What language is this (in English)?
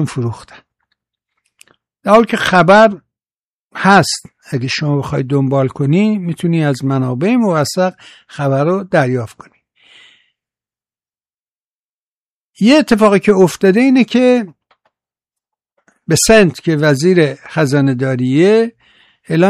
Persian